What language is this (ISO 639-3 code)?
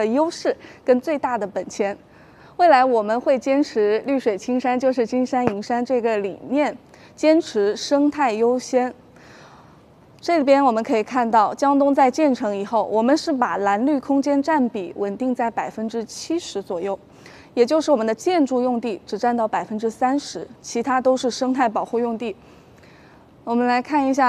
zho